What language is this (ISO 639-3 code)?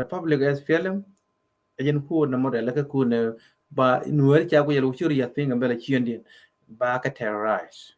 nus